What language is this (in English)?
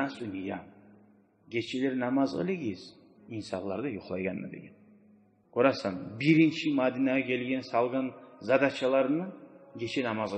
Kumyk